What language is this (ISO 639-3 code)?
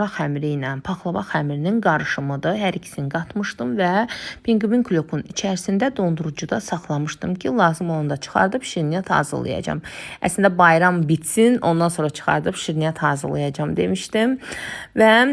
aze